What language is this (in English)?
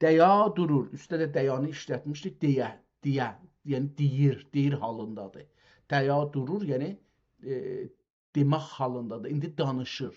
South Azerbaijani